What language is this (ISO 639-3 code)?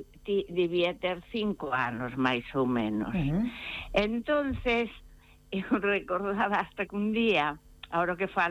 glg